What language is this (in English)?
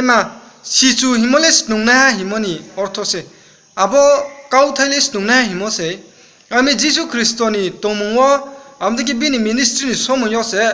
Riang (India)